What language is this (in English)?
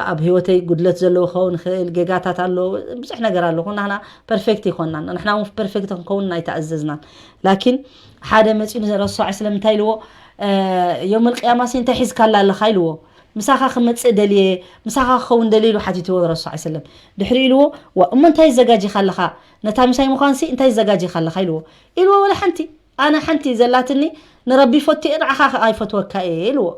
Tigrinya